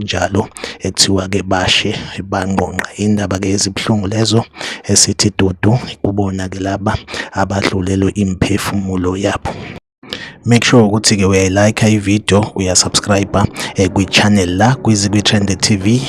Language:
Zulu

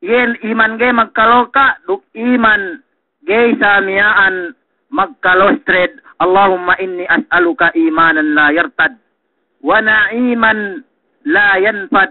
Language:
Yakan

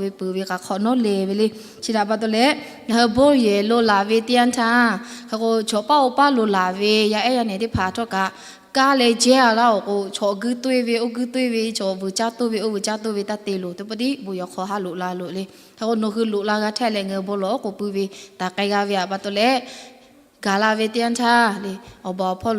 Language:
Lahu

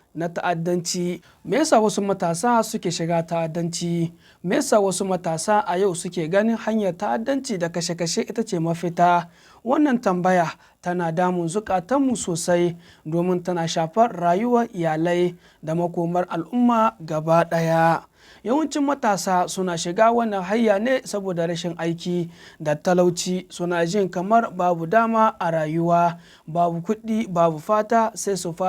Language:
Hausa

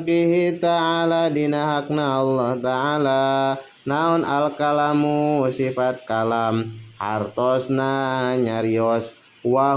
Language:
Sundanese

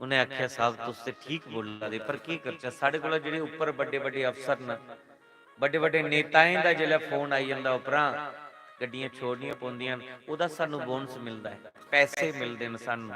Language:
Dogri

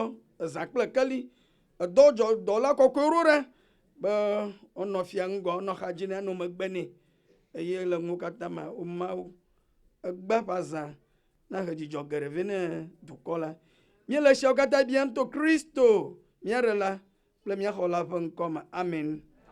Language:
Ewe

